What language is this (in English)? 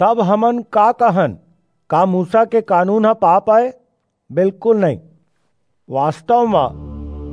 Chhattisgarhi